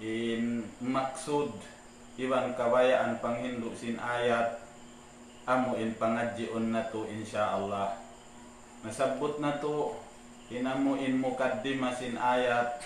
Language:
Tausug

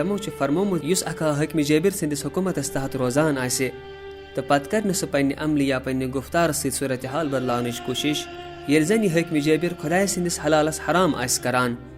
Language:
Kashmiri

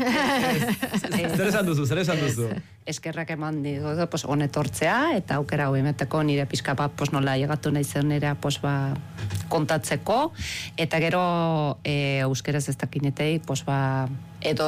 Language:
Basque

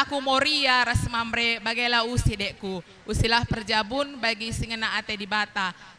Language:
Batak Karo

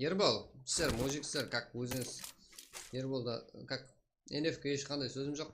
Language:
Kara-Kalpak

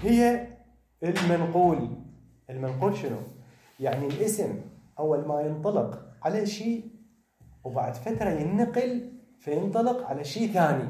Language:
Mesopotamian Arabic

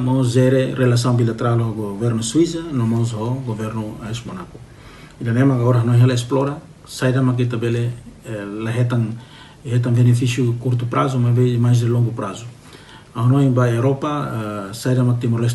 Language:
Tetum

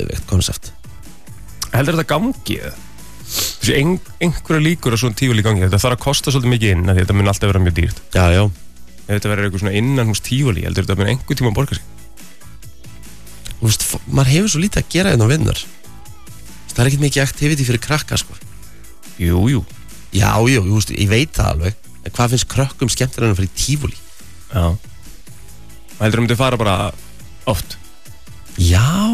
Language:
Icelandic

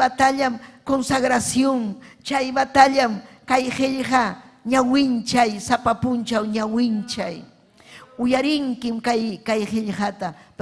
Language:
Ayacucho Quechua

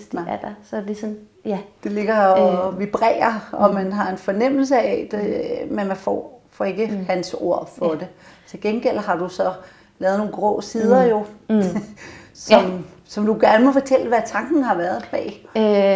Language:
Danish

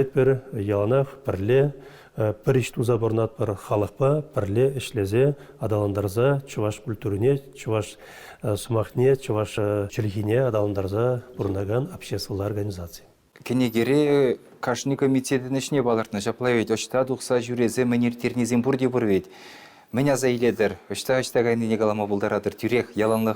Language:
Chuvash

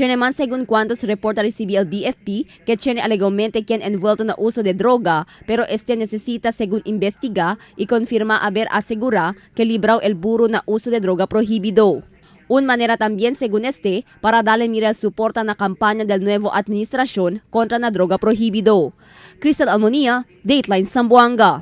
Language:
Chavacano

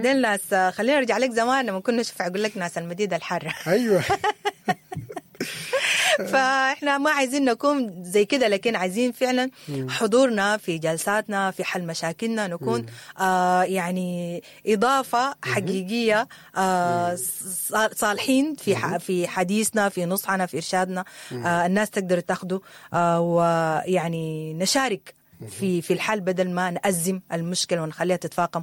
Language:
Sudanese Arabic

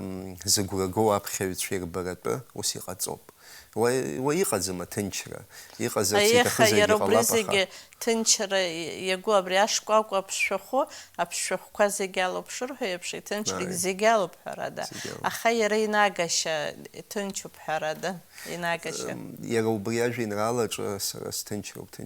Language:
Abkhazian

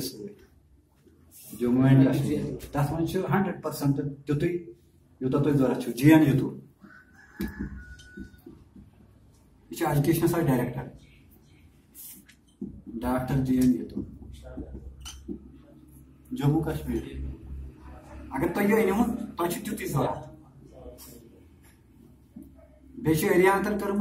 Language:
Kashmiri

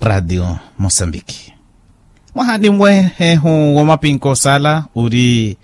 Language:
Makhuwa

